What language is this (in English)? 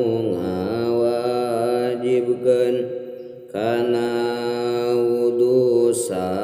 Sundanese